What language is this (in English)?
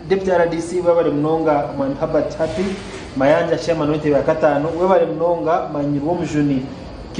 Nyankole